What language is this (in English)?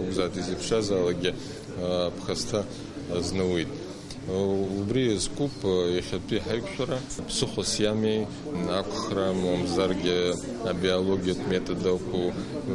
Abkhazian